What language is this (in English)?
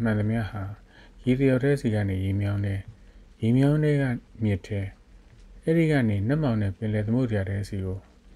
Burmese